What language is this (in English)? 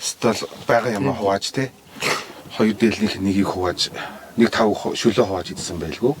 Mongolian